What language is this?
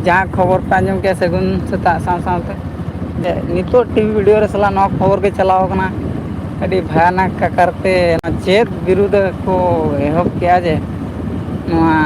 Santali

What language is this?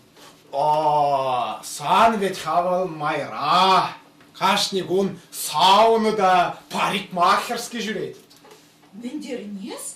Chuvash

